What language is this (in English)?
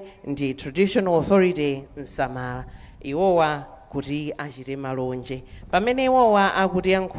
Nyanja